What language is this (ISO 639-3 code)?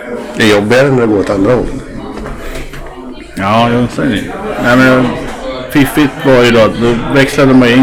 swe